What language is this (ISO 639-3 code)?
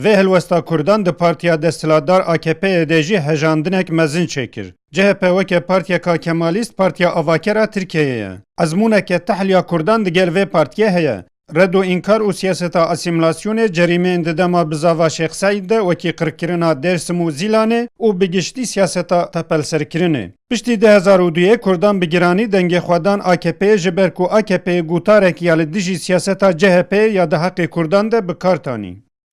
kur